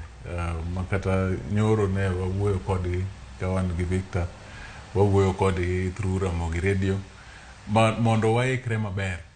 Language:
Luo (Kenya and Tanzania)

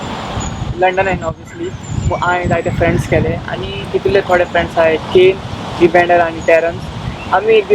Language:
Konkani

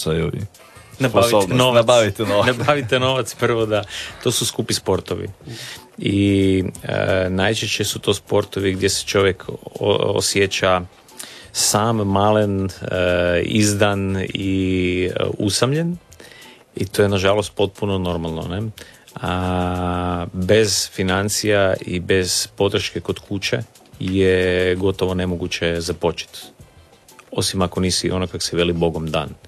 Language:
Croatian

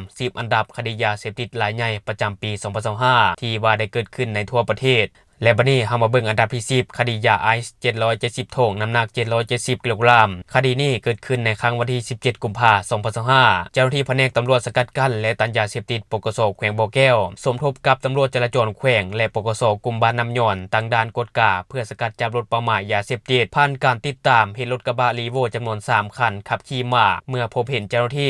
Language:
Lao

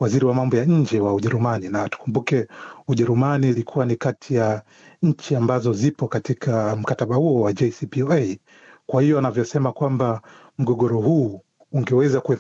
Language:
Swahili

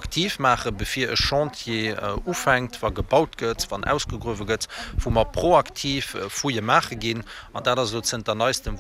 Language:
Luxembourgish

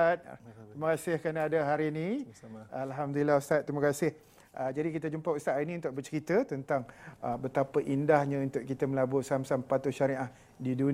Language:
Malay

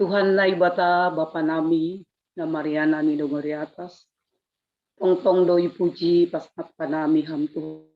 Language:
Batak Simalungun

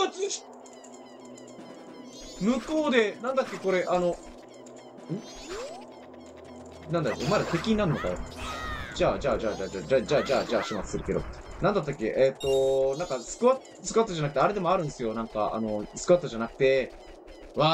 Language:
Japanese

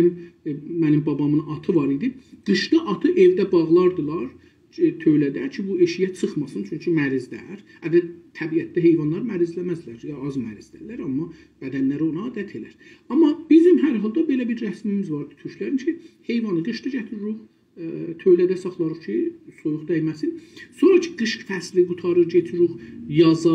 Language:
South Azerbaijani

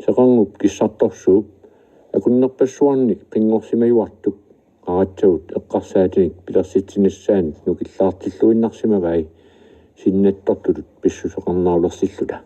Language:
Kalaallisut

